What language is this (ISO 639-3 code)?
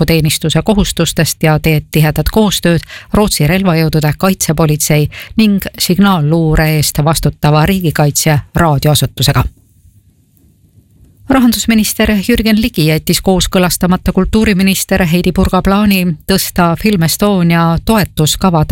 est